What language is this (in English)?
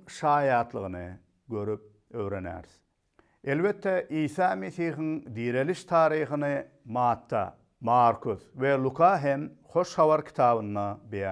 Turkmen